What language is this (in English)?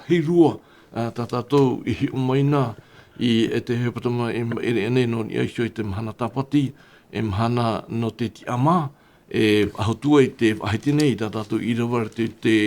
Tahitian